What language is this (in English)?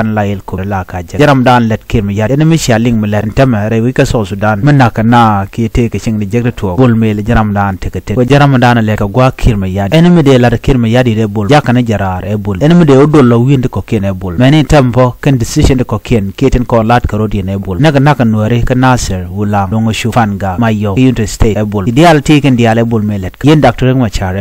Nuer